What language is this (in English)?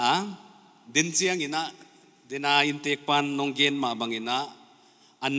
Paite Chin